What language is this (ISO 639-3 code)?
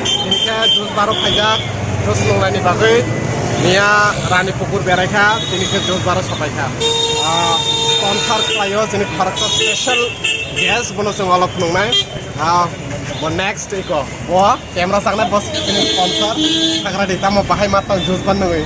trp